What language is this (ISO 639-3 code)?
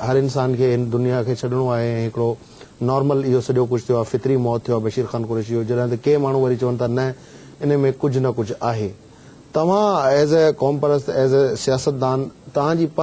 snd